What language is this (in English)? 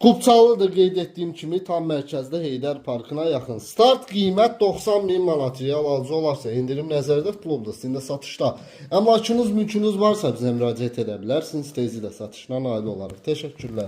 Azerbaijani